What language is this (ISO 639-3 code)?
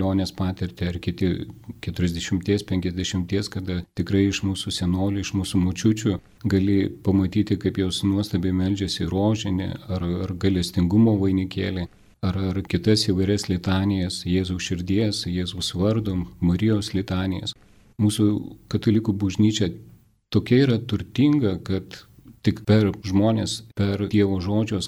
lit